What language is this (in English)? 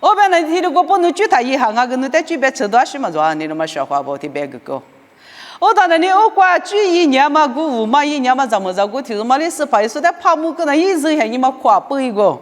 Lisu